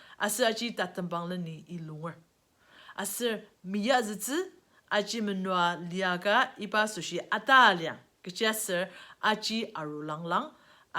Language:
Ao Naga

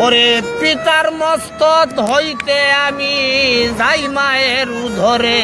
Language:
Sylheti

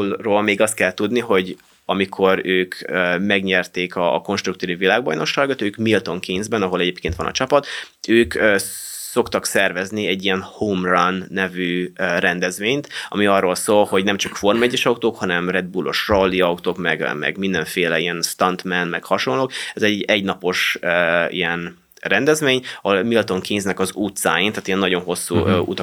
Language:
Hungarian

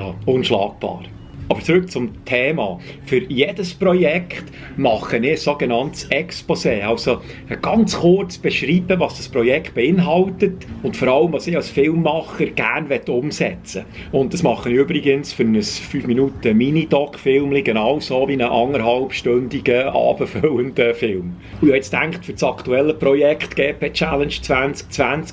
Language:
Swiss German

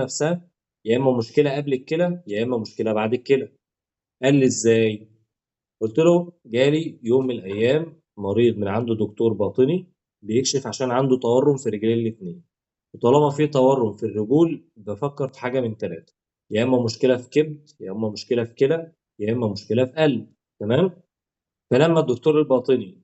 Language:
Egyptian Arabic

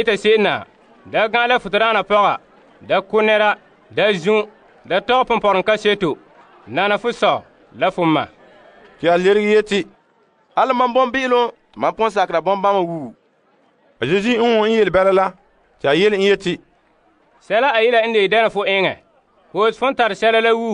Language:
Frafra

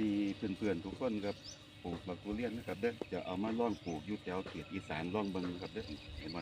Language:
Northeastern Thai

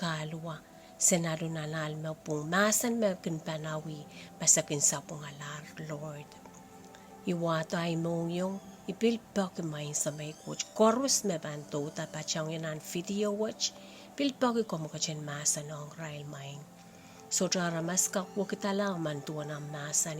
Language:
Pohnpeian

